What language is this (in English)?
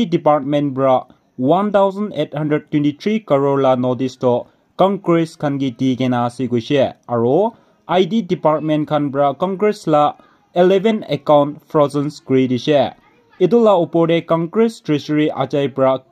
Naga Pidgin